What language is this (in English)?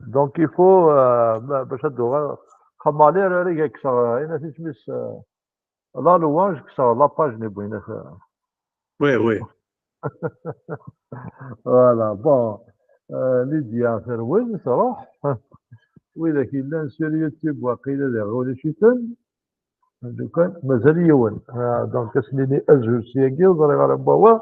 Kabyle